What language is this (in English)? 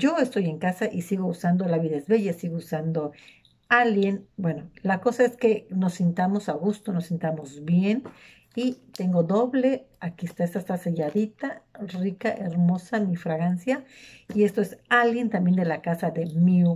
Spanish